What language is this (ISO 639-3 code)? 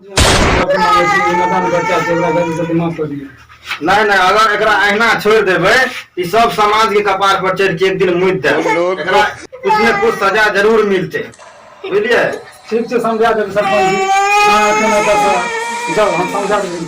mai